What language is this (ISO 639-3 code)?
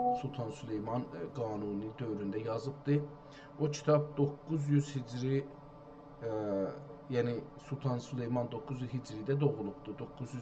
azb